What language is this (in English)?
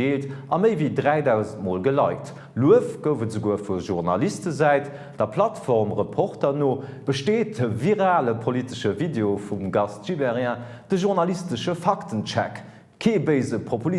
Luxembourgish